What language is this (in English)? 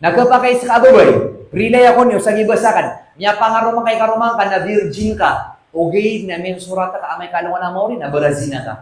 Maranao